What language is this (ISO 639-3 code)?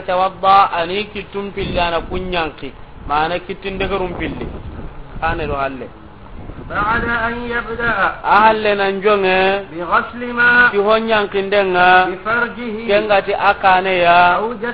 snk